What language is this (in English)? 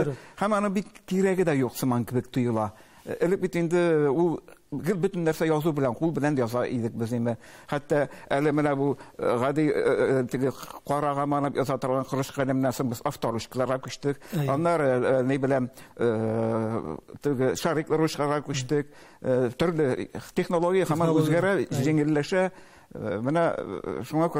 Tatar